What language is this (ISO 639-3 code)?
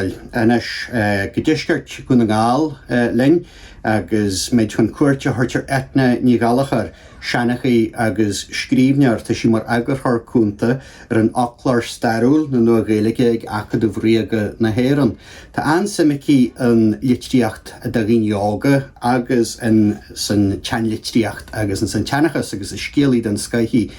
gle